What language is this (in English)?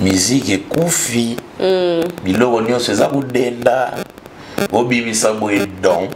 Lingala